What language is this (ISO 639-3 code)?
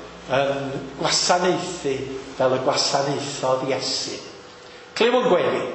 cym